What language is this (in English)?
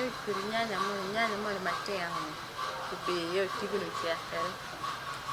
Acoli